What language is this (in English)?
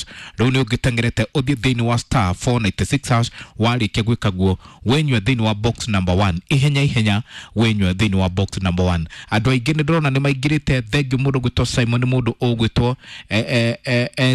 Kikuyu